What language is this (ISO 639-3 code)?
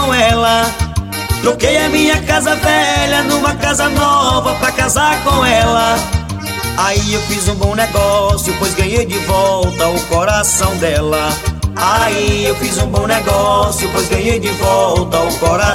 por